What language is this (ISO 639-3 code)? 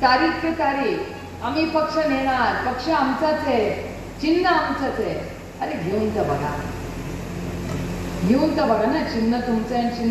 mar